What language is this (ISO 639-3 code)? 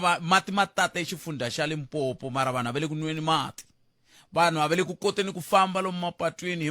tso